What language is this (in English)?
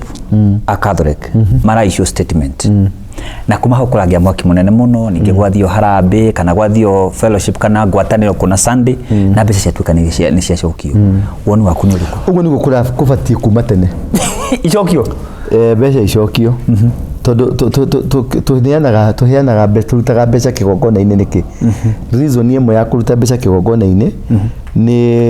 Kikuyu